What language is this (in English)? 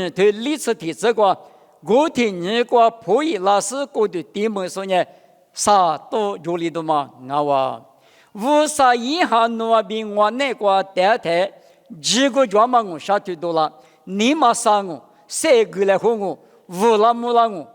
Lisu